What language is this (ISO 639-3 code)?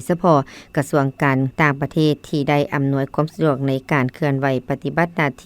lao